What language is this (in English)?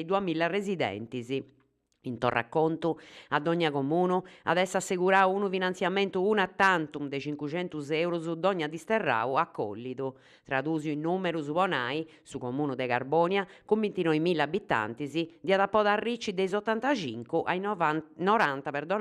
Sardinian